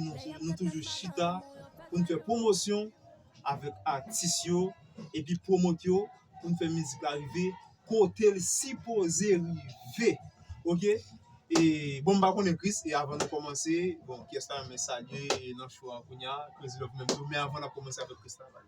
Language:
Haitian Creole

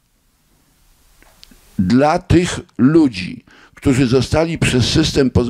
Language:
Polish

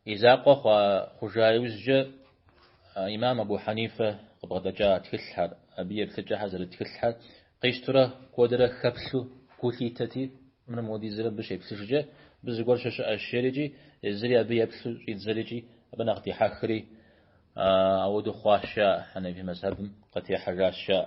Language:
Kabardian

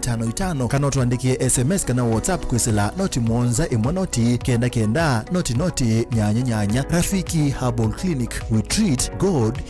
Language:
Kamba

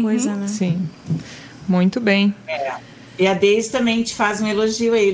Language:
Portuguese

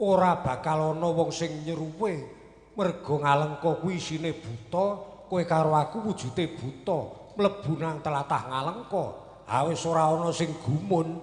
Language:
Javanese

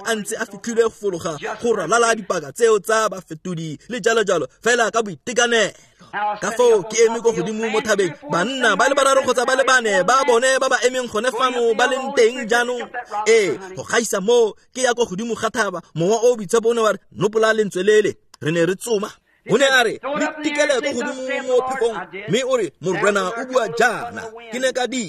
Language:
Tswana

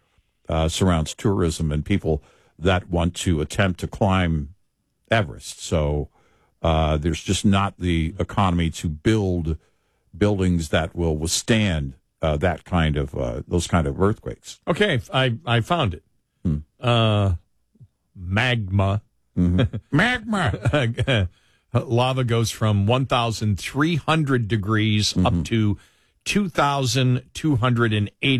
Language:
English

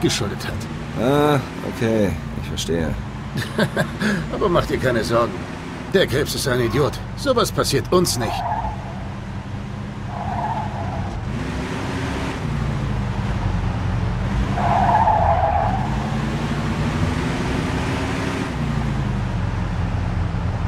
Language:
German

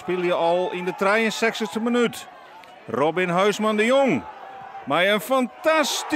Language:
Western Frisian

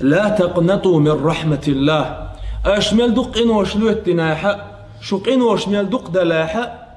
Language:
Chechen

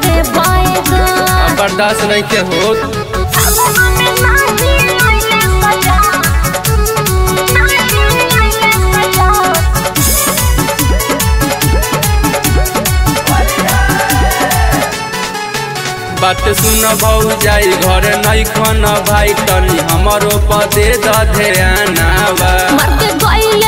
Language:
Bhojpuri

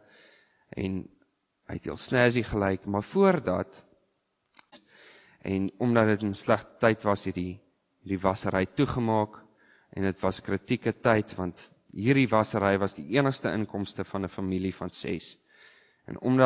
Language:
Afrikaans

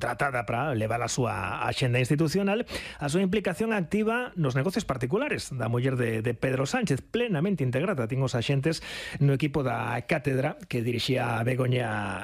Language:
Galician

